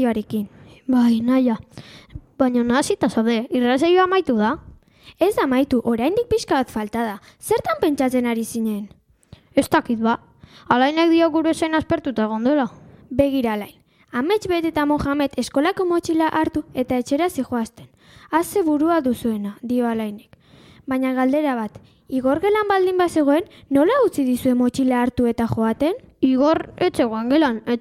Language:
Basque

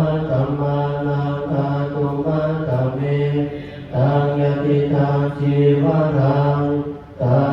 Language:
Pali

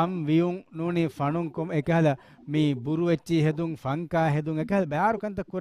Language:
Divehi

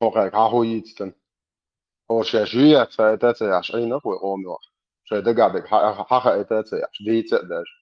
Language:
Chechen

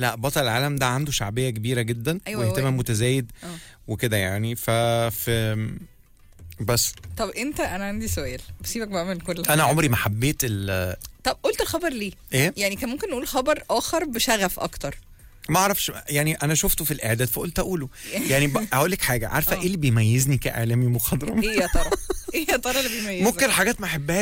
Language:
Egyptian Arabic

